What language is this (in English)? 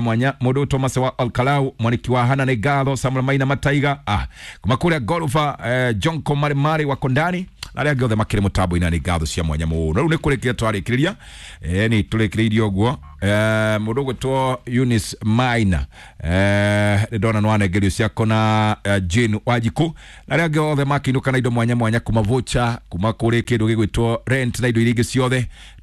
Kikuyu